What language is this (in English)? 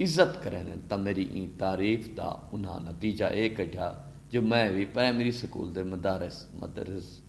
Saraiki